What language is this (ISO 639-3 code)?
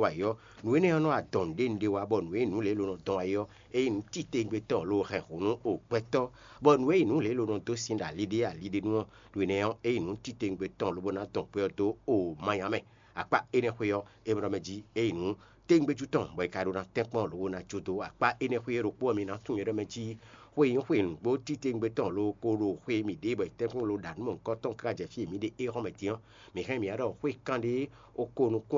fon